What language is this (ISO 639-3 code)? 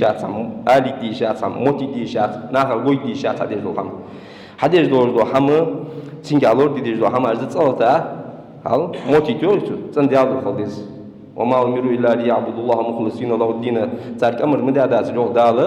inh